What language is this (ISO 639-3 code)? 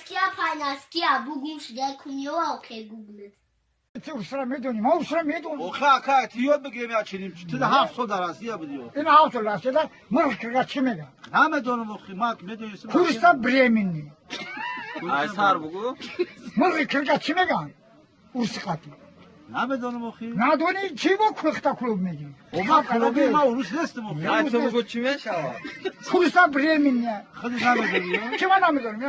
tgk